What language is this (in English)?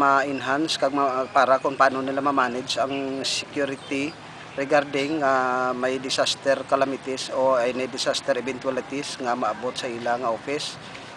Hiligaynon